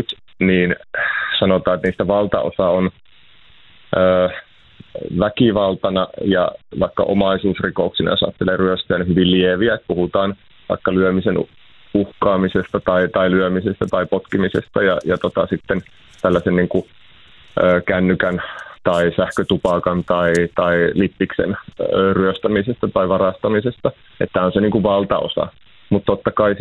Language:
Finnish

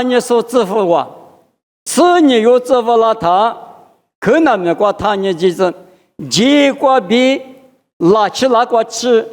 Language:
Lisu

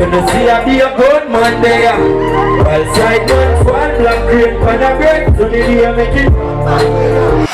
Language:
Jamaican Creole English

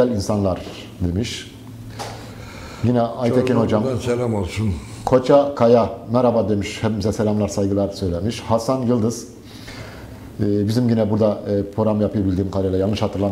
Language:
Turkish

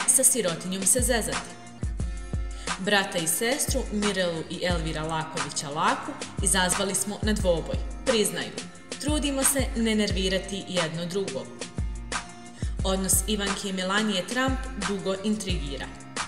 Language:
Bosnian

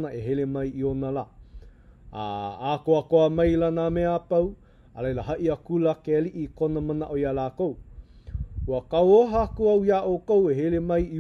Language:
Hawaiian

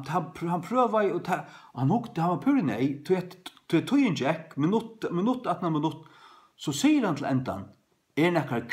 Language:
Faroese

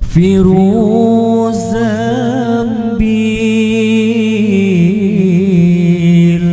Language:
Banjar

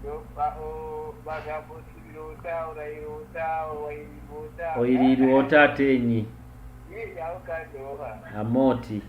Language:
Nyoro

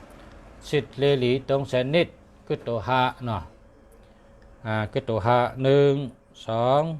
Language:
Shan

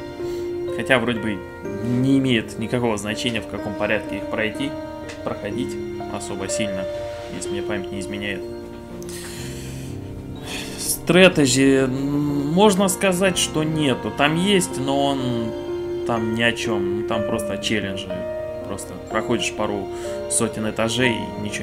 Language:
Russian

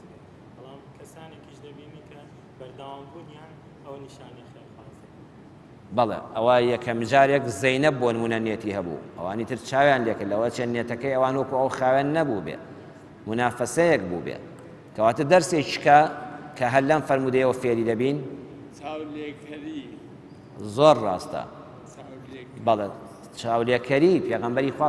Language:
Central Kurdish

